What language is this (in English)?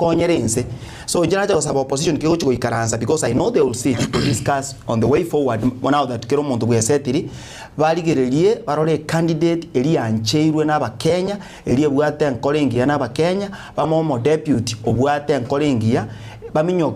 Gusii